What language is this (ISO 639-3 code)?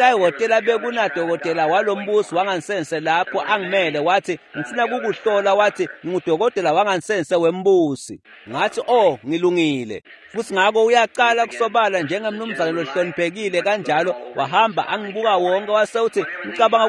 ssw